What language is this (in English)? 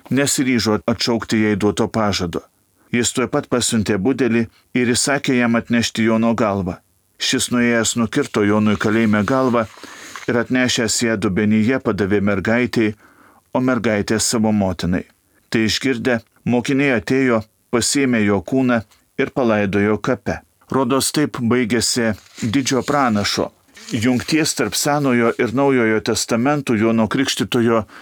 Lithuanian